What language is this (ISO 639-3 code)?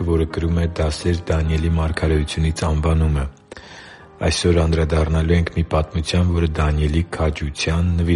hye